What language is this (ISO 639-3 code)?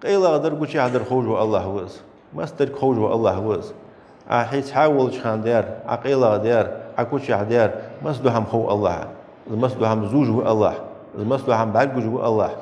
inh